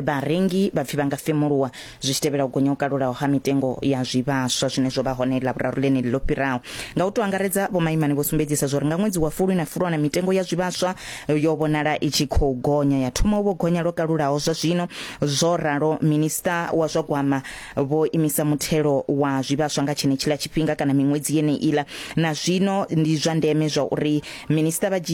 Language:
Venda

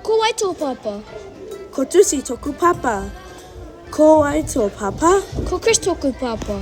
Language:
Māori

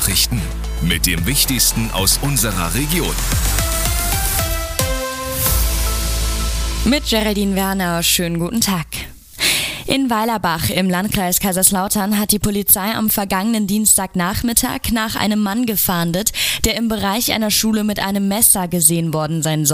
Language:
German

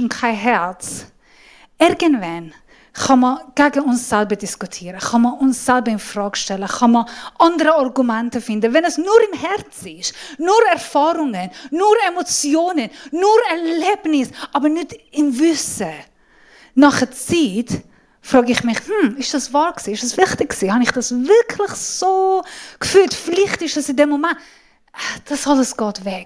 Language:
Swiss German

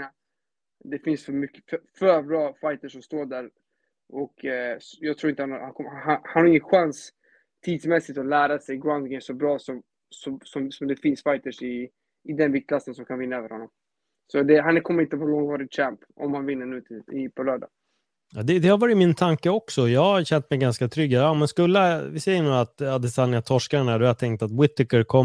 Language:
Swedish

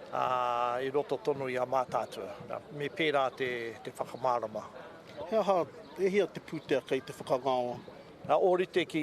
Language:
Māori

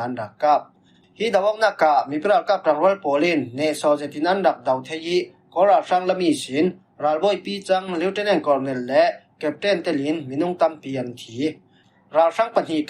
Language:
Falam Chin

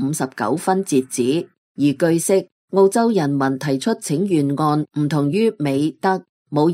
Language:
Cantonese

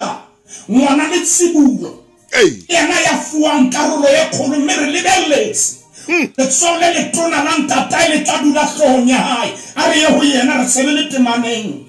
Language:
Southern Sotho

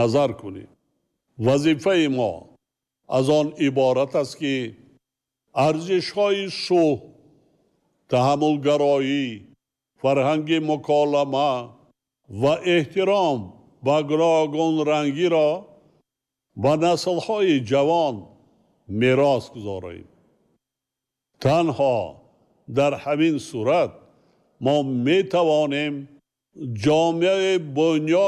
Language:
Tajik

